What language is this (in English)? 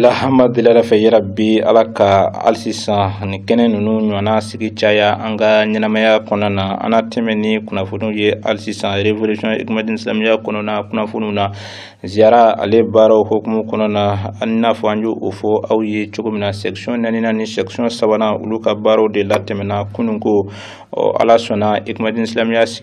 Bambara